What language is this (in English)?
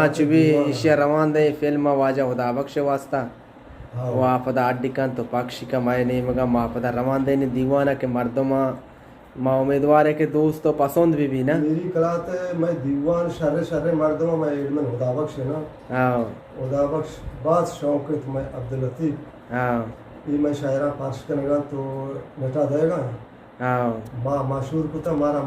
Eastern Balochi